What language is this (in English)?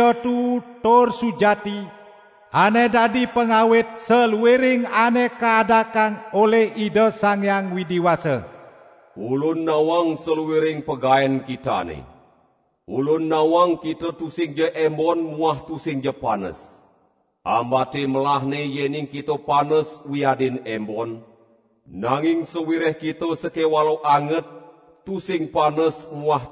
Balinese